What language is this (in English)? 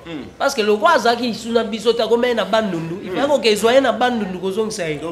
Lingala